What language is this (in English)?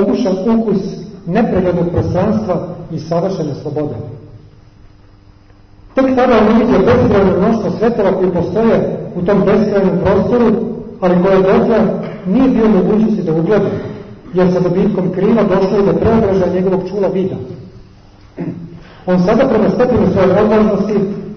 Serbian